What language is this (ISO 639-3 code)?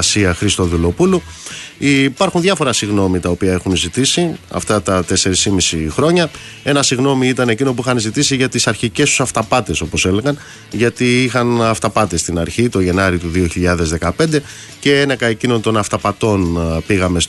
ell